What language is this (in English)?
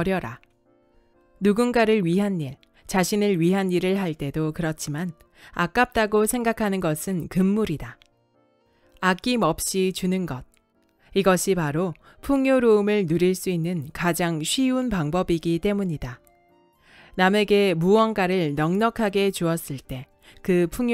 Korean